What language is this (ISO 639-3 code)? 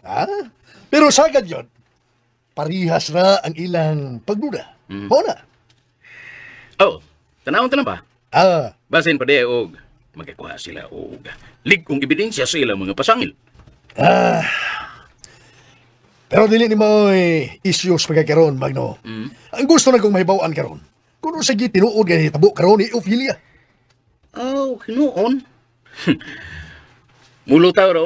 ceb